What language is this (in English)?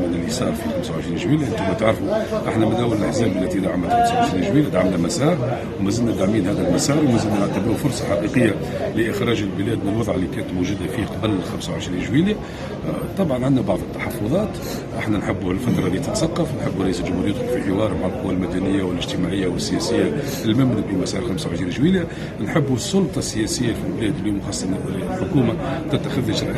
Tunisian Arabic